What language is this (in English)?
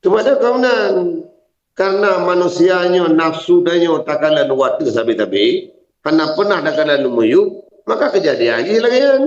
Achinese